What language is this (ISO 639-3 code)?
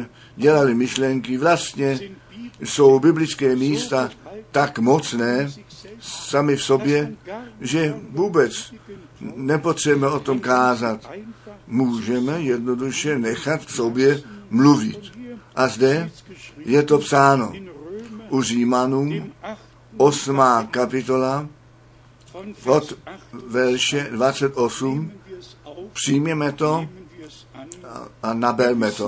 ces